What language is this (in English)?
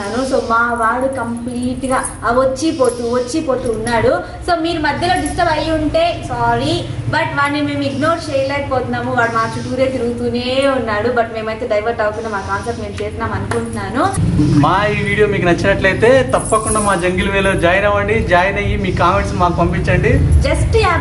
Telugu